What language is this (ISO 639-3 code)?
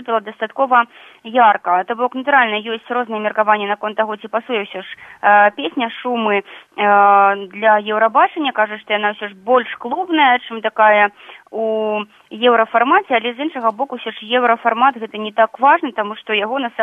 bel